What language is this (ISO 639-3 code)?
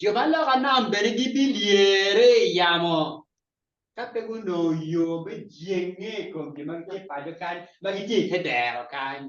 ach